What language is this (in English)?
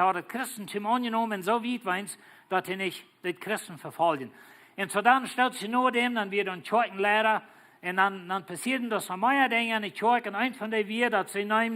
Plautdietsch